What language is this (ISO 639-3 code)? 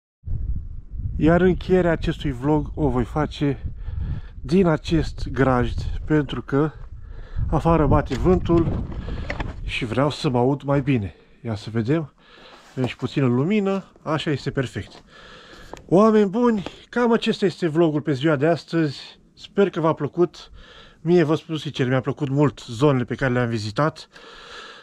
ron